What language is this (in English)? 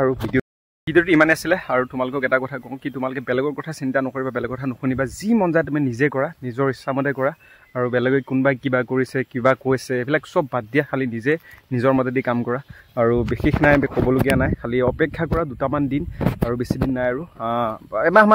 Assamese